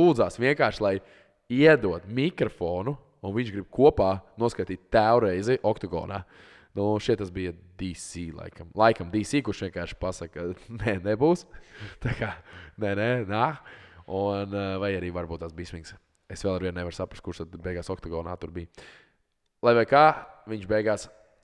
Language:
Latvian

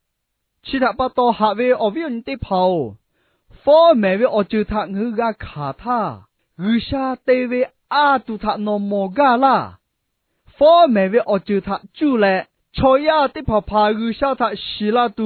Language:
Lahu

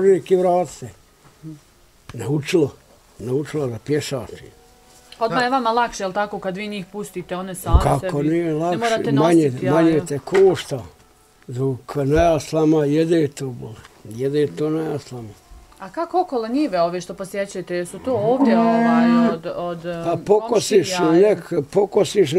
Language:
Bosnian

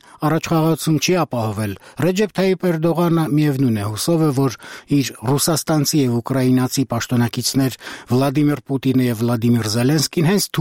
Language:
Armenian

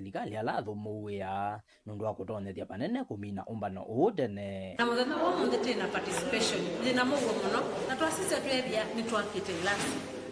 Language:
Kamba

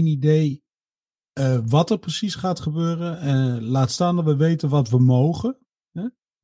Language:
Dutch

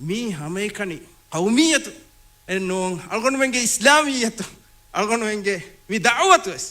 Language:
Divehi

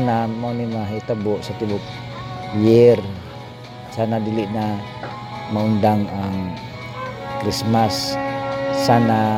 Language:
Cebuano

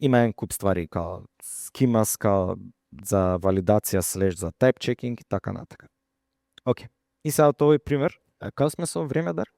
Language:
Macedonian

